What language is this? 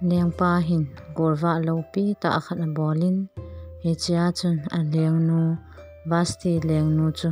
Thado Chin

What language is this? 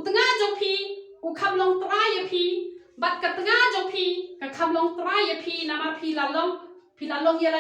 Khasi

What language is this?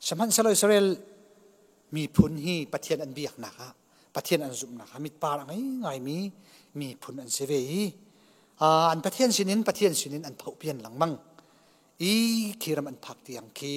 Hakha Chin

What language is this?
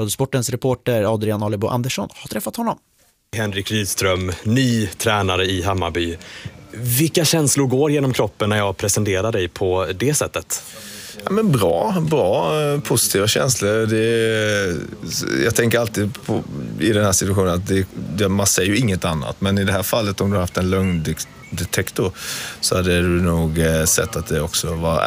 Swedish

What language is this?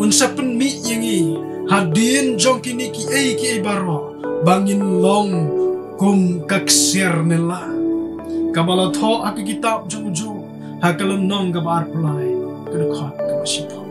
Khasi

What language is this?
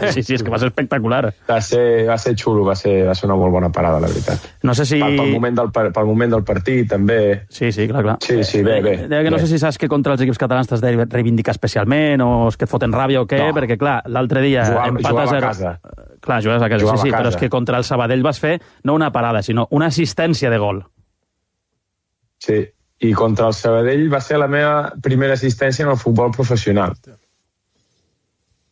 Catalan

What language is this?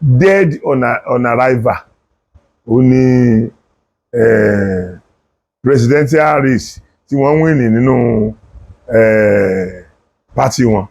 Yoruba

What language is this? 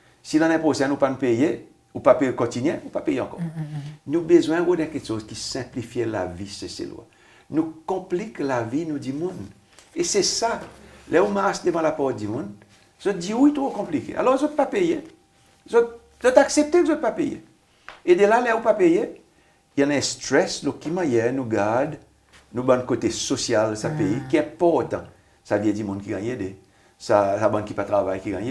Seselwa Creole French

